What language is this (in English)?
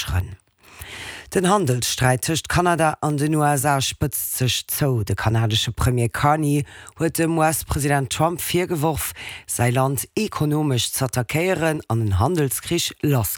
Luxembourgish